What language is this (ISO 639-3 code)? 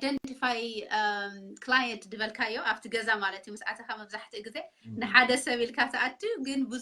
tir